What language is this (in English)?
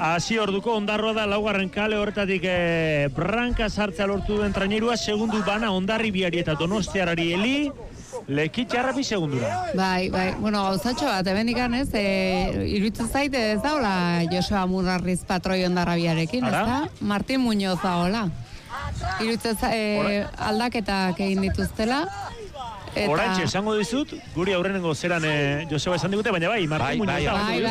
Basque